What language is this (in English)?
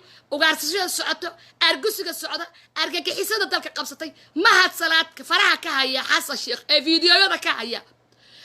Somali